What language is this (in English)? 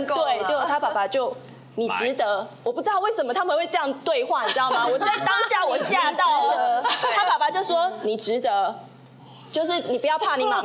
Chinese